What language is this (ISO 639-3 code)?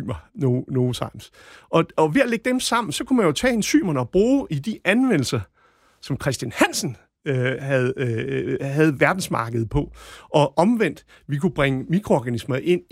dan